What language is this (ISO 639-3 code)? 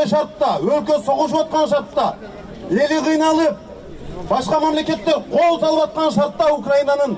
kir